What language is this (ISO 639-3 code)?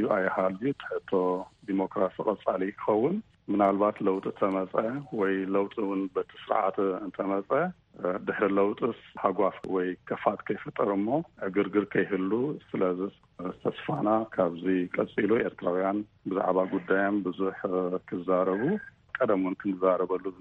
tir